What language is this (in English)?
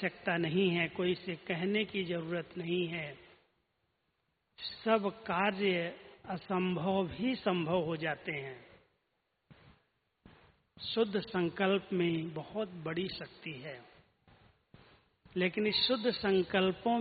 Hindi